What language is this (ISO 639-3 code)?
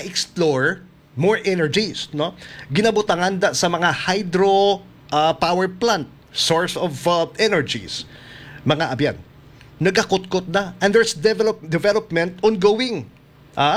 hil